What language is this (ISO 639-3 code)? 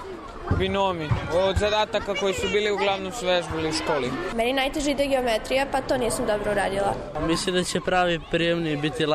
srp